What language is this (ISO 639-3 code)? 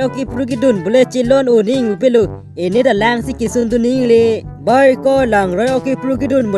mjw